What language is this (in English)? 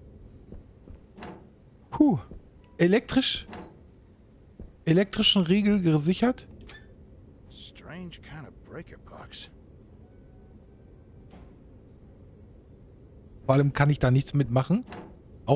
German